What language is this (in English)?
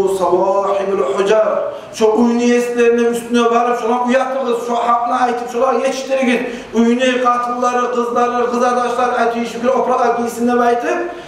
Kumyk